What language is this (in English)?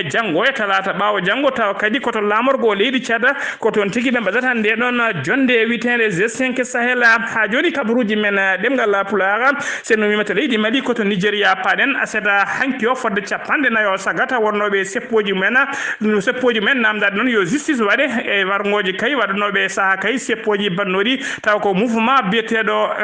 Fula